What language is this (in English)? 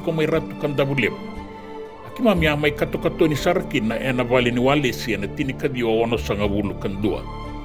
Fijian